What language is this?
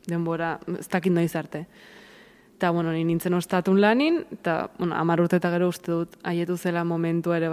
Basque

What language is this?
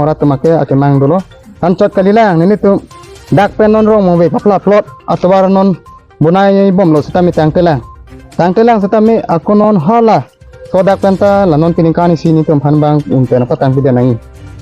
Karbi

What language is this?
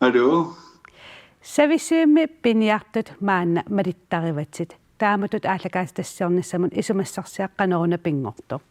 Kalaallisut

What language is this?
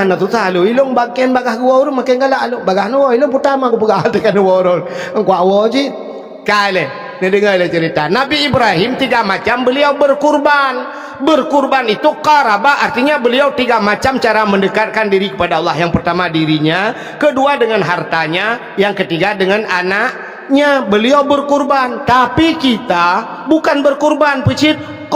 Achinese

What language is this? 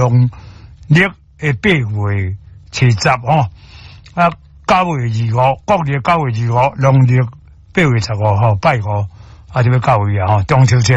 Min Nan Chinese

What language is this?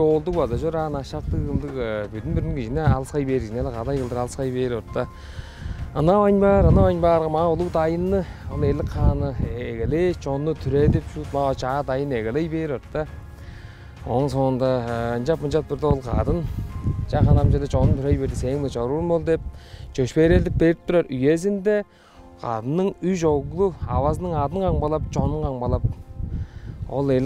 Tuvinian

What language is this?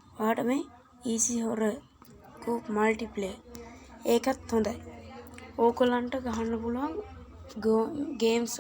Sinhala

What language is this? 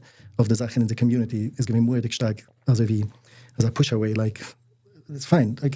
Yiddish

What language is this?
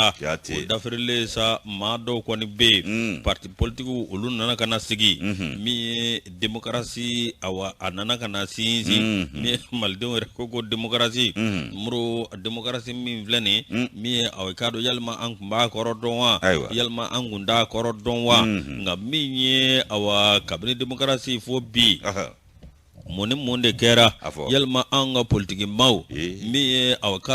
Bambara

